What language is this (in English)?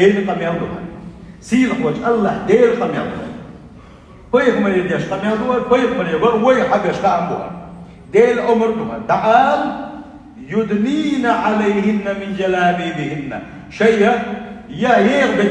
Chechen